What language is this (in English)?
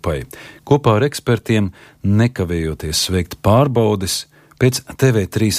Latvian